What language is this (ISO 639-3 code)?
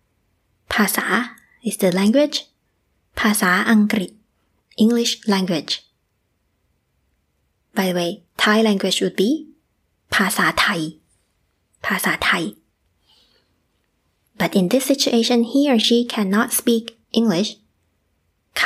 eng